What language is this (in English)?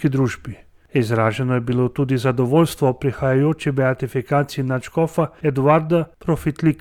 Slovenian